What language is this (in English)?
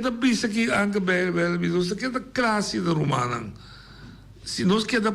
Papiamento